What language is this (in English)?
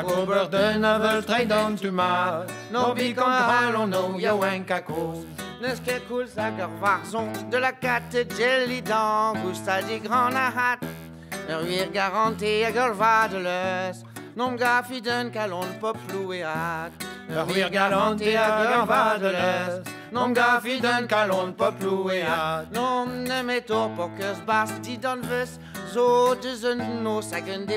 Breton